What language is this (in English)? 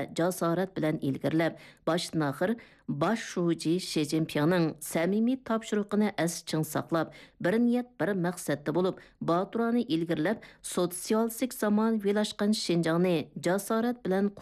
Uyghur